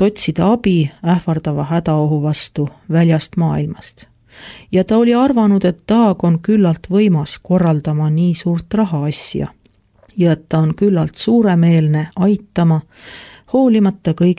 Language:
Estonian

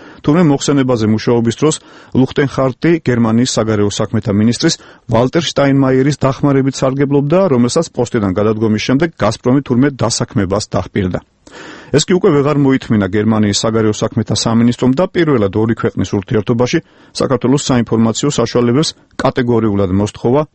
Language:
Georgian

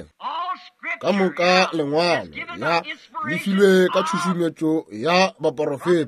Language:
Northern Sotho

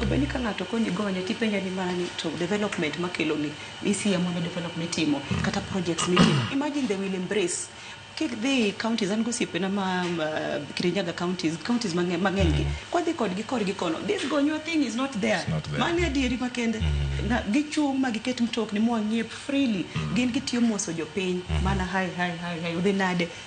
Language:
Luo (Kenya and Tanzania)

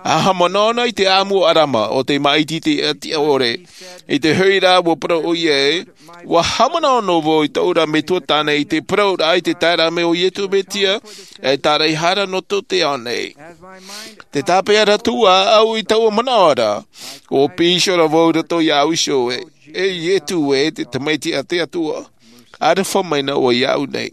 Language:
Tahitian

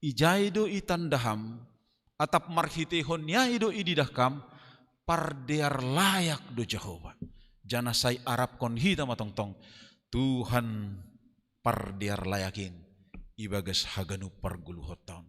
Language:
Batak Simalungun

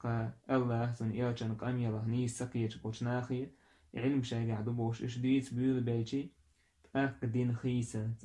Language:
Chechen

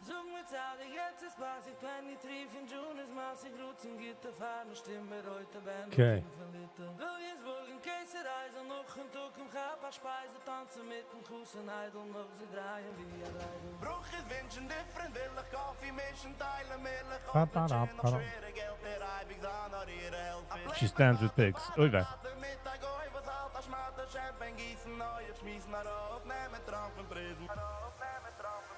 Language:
Yiddish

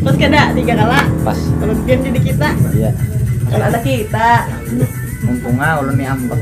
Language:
Banjar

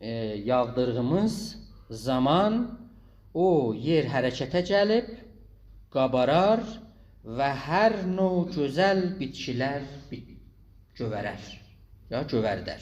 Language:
South Azerbaijani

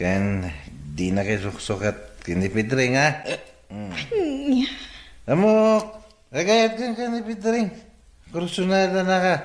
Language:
Iloko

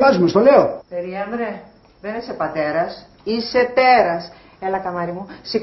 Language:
Greek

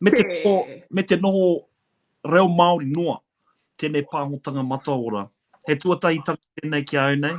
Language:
Māori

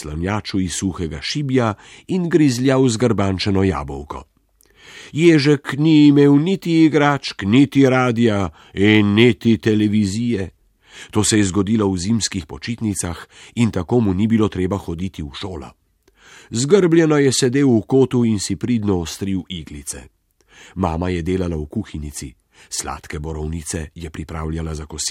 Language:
Slovenian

